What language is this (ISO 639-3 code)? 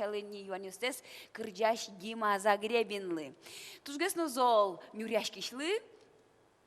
udm